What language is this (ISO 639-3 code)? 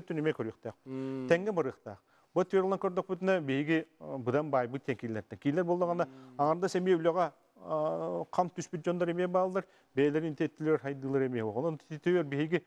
sah